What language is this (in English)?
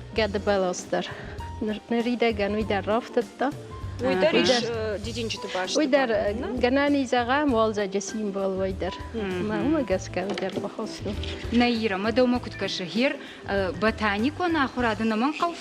Ossetic